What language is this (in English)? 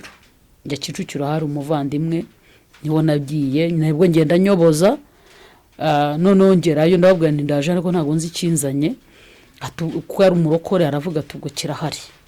Kinyarwanda